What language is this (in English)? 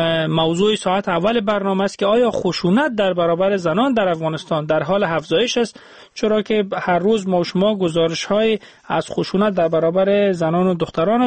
Persian